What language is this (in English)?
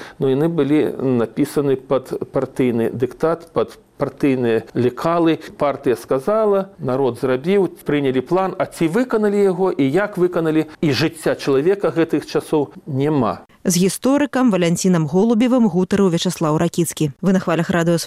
Belarusian